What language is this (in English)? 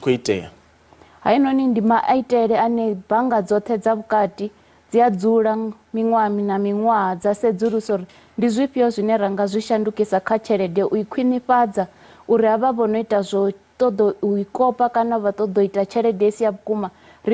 Venda